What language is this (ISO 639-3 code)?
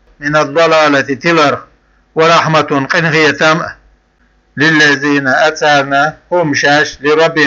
che